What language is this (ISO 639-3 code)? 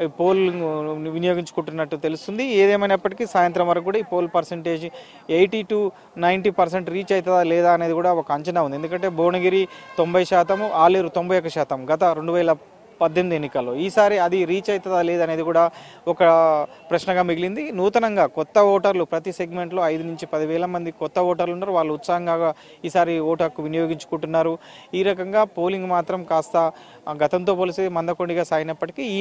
tel